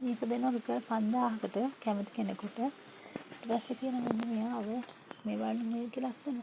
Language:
Sinhala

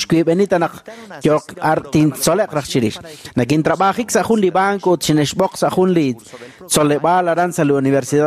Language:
Kekchí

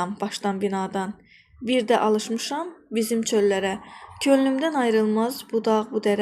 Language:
Azerbaijani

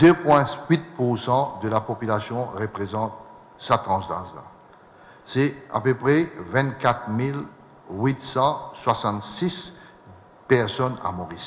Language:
Morisyen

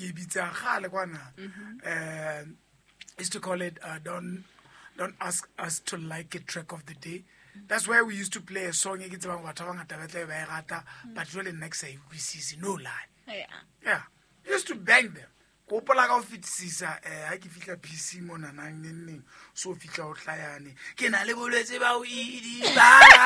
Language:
Southern Sotho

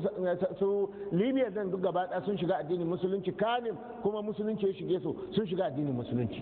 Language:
Hausa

